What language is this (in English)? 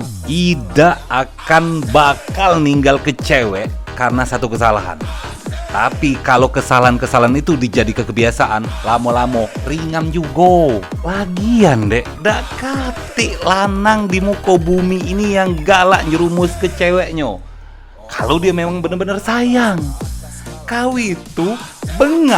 Musi